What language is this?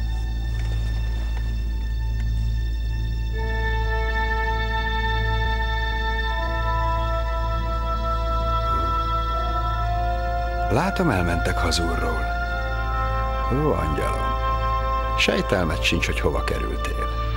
Hungarian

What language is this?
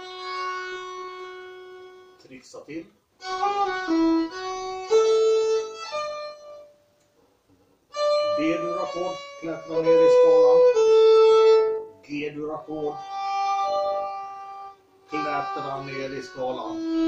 Swedish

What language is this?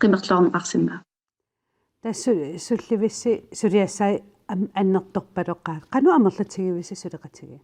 Kalaallisut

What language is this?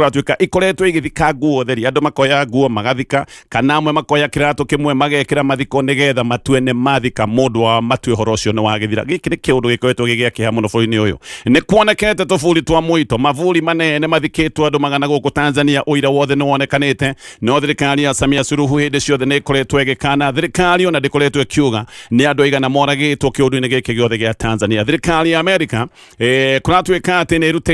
Kikuyu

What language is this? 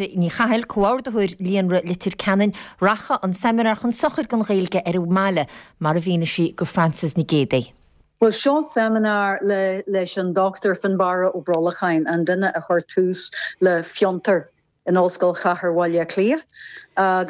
Irish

